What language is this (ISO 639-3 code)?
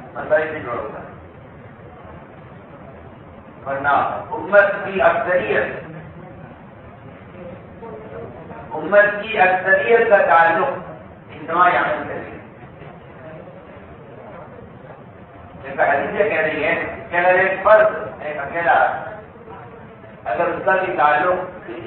urd